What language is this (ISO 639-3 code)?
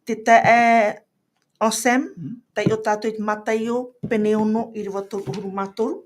tah